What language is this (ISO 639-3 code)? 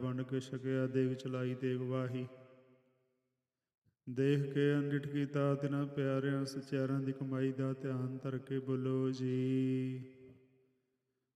pan